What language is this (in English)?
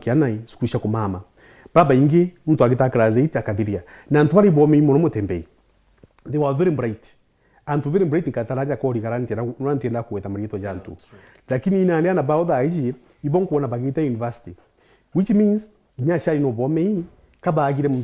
Meru